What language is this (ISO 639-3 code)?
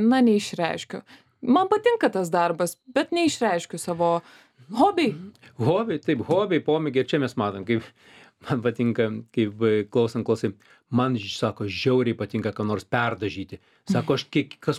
lit